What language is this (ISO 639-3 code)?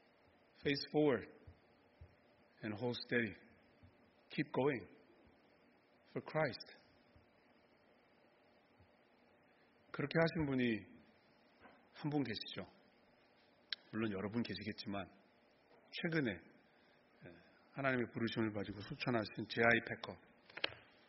kor